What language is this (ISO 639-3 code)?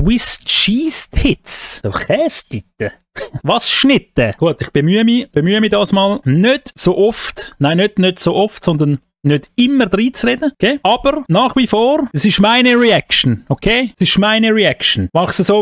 gsw